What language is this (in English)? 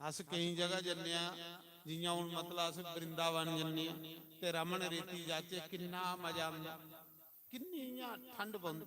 Dogri